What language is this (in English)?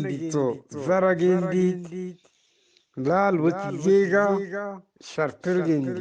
Eastern Balochi